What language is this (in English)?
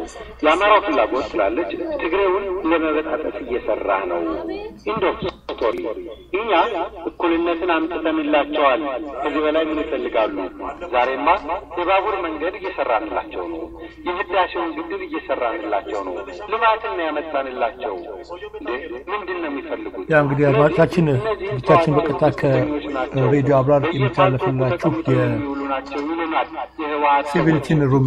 Amharic